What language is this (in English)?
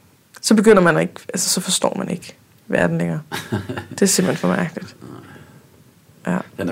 Danish